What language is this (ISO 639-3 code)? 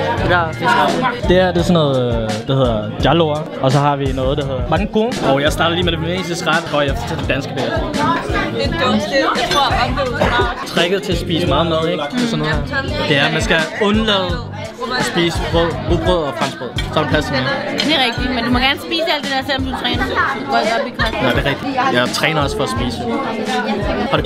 dan